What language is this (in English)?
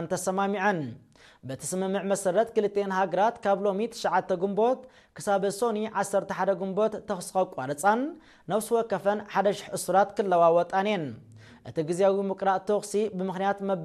Tigrinya